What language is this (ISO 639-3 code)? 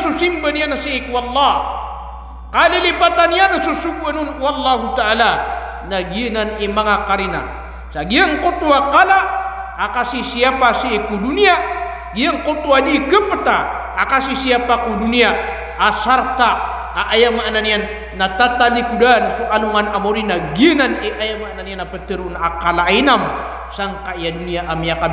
mrw